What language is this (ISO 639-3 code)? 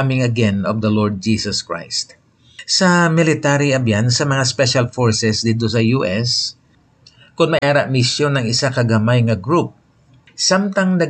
hil